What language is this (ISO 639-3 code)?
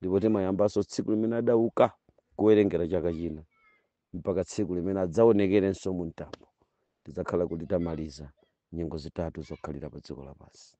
nya